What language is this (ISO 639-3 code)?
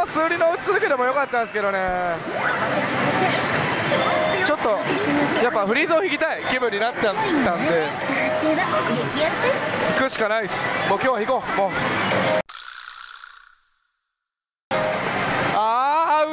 jpn